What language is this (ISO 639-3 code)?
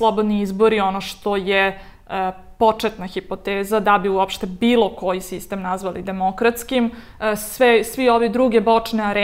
srp